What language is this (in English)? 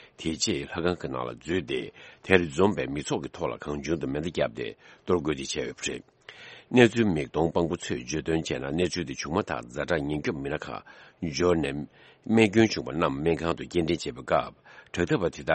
Tibetan